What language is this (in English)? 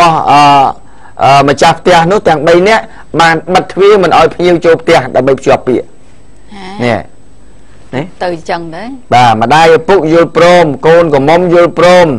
Khmer